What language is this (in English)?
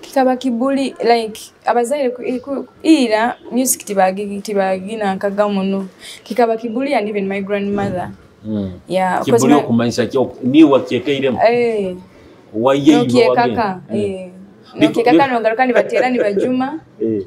Nyoro